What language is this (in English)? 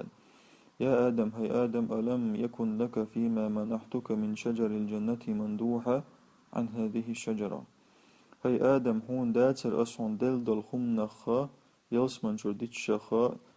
Chechen